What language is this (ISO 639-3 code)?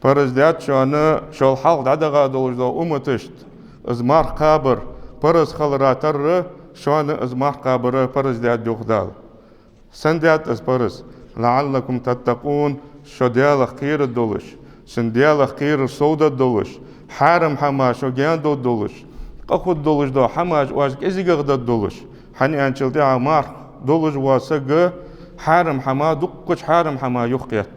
inh